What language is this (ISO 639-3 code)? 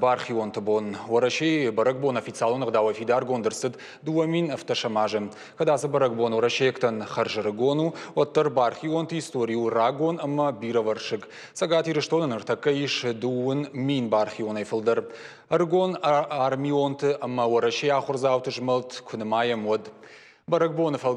oss